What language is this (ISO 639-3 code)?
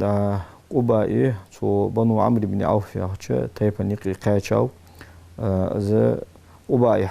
inh